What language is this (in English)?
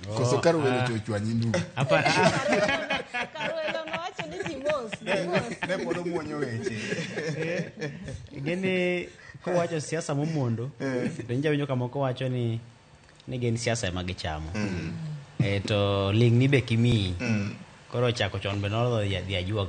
Luo (Kenya and Tanzania)